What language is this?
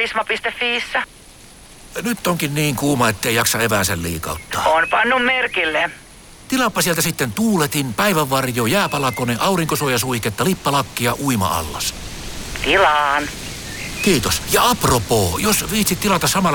Finnish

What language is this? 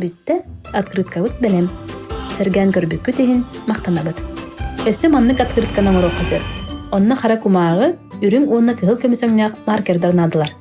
Yakut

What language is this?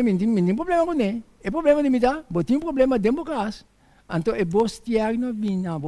Papiamento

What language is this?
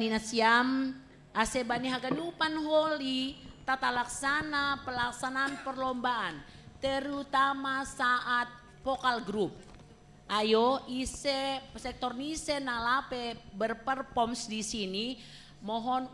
Batak Simalungun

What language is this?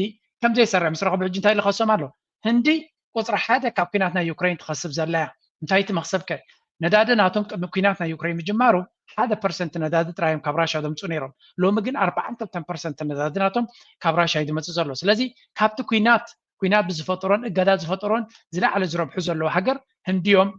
Tigrinya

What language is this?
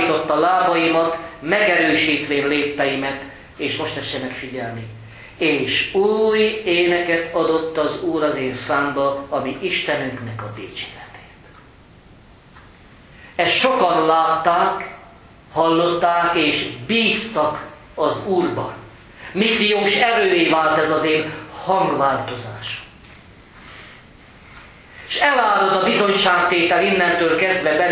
Hungarian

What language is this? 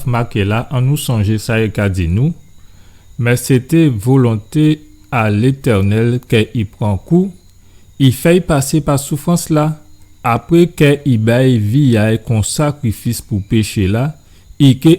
Guadeloupean Creole French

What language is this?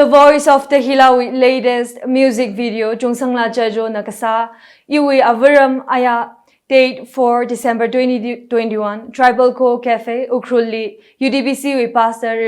Tangkhul Naga (India)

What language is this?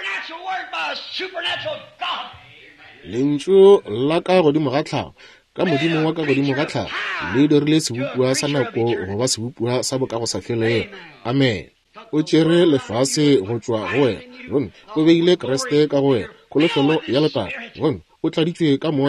Northern Sotho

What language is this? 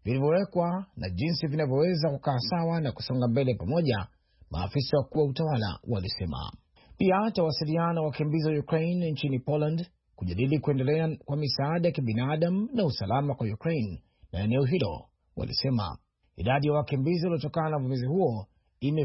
Swahili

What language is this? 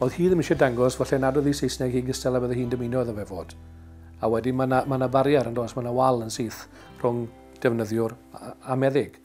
Welsh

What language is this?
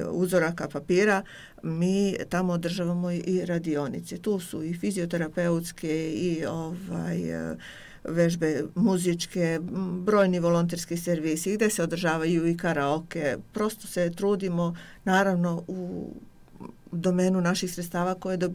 Bosnian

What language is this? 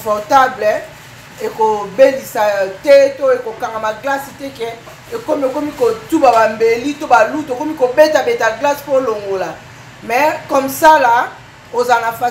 Lingala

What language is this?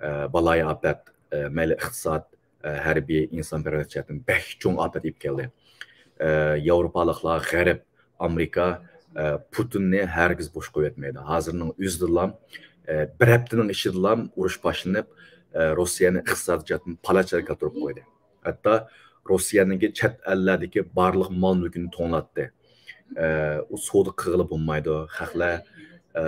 Uyghur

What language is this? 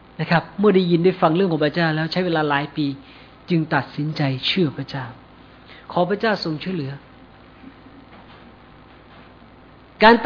Thai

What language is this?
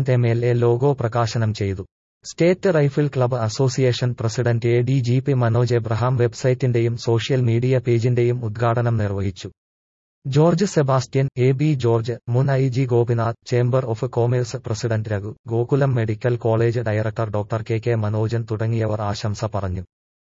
Malayalam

